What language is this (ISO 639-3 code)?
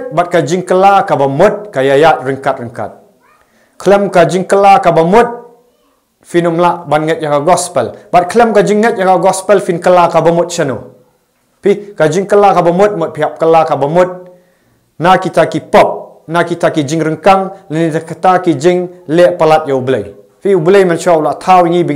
kha